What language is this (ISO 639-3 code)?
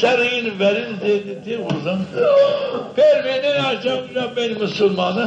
zza